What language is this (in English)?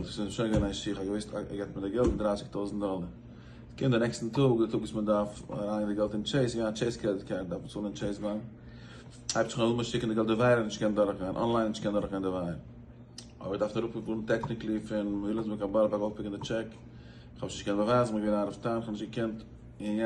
Yiddish